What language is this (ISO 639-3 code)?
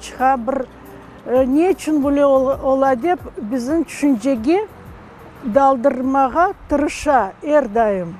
crh